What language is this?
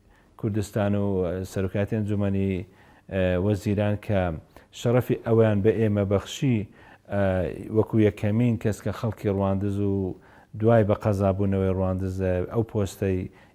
Central Kurdish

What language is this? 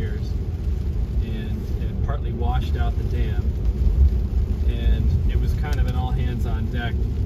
English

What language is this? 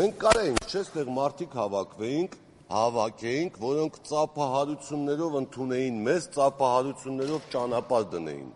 Armenian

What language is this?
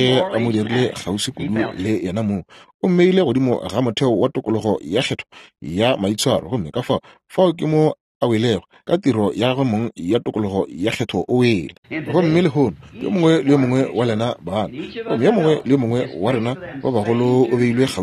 Northern Sotho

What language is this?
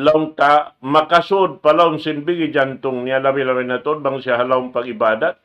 Tausug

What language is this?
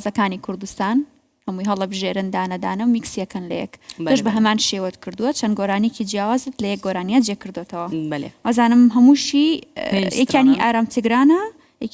Kurdish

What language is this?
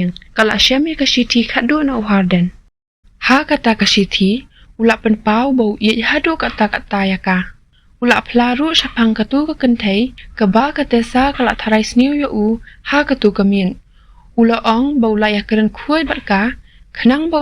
Khasi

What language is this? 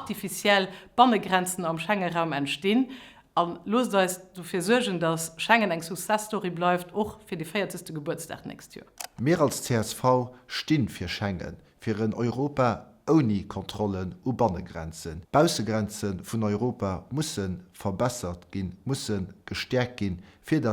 Luxembourgish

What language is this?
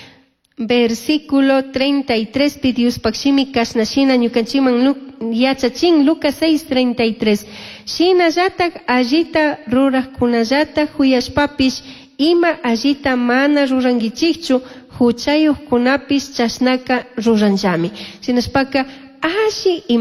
Chimborazo Highland Quichua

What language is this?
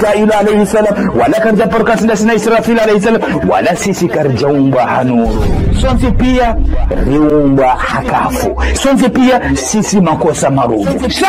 Ngazidja Comorian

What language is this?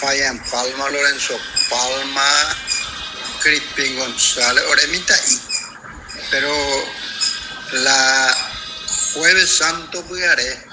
Guarani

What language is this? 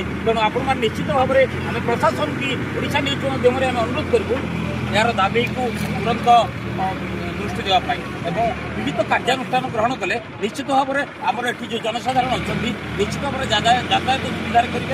Odia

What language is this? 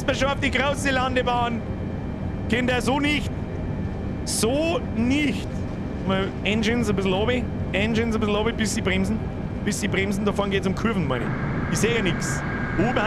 Bavarian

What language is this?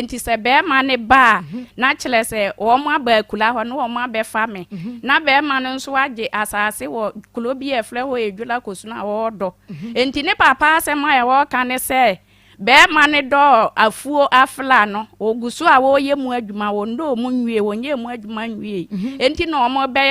Akan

